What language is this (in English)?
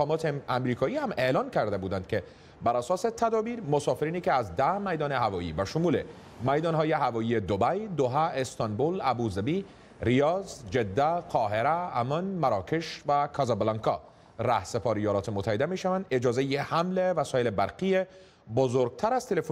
Persian